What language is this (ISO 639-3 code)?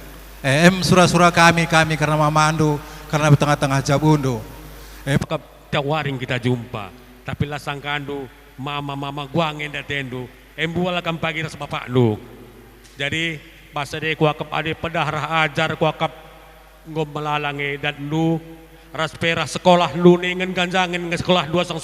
btx